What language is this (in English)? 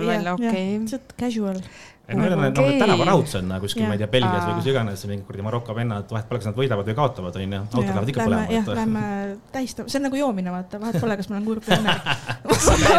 Estonian